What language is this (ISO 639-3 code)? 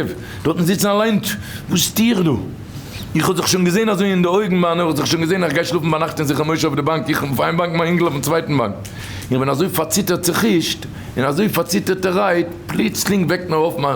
yid